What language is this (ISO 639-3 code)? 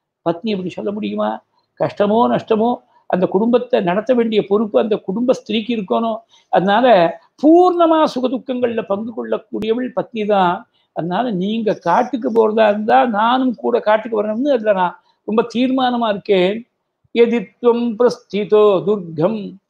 tam